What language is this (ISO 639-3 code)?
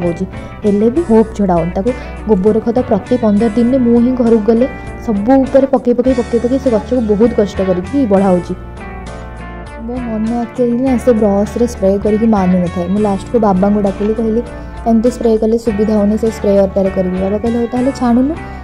ori